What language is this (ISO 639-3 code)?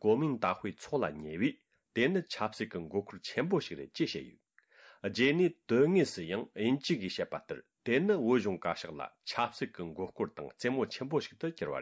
bod